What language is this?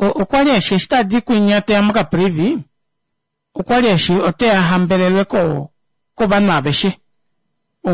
Kuanyama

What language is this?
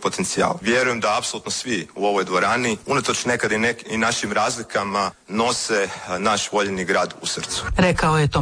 Croatian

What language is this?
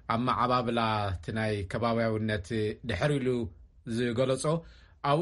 Tigrinya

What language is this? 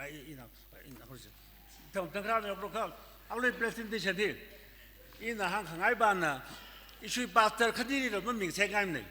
Tangkhul Naga (India)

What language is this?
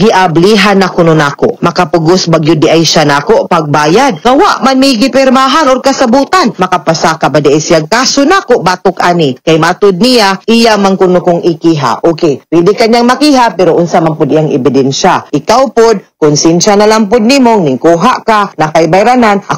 Cebuano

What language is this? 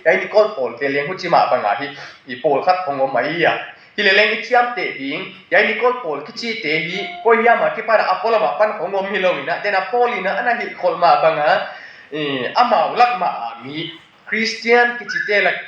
Tedim Chin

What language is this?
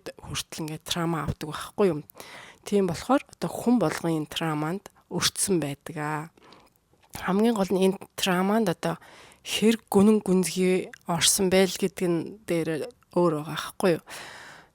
Mongolian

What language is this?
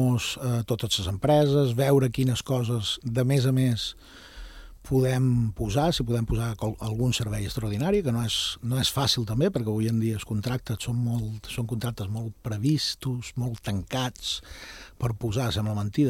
Catalan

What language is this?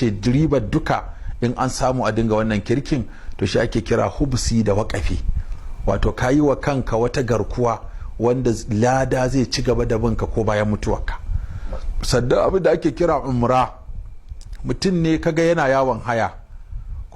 Hausa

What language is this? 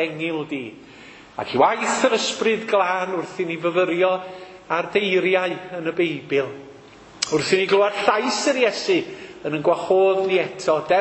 Welsh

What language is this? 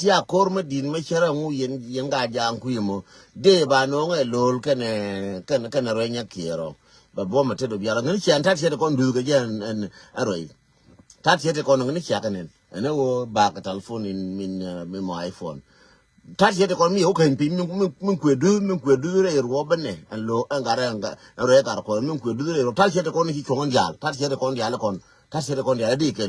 Nuer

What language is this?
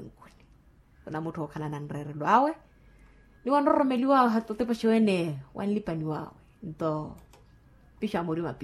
Makhuwa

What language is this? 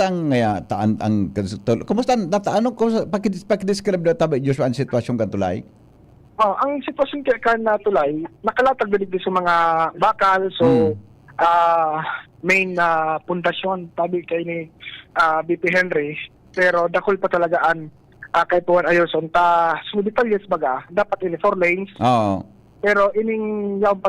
Bikol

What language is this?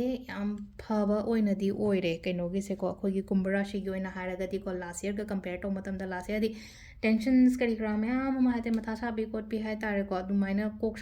Manipuri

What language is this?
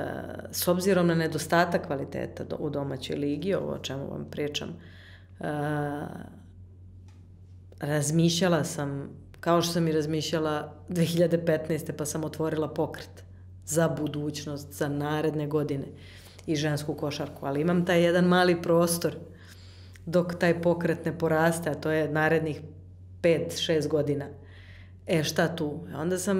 Serbian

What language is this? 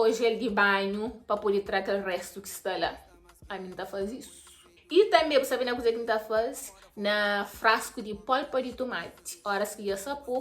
Kabuverdianu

